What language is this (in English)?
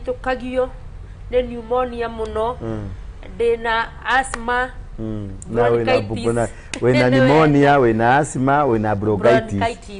Kikuyu